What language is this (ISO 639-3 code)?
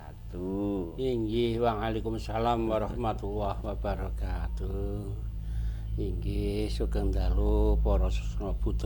jav